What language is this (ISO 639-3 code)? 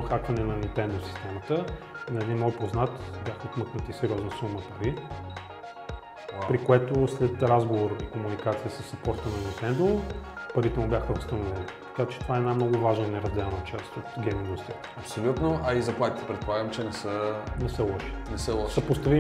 bul